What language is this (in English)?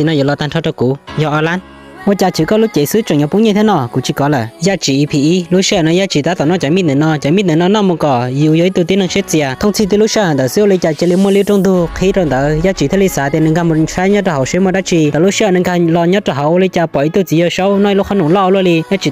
Hmong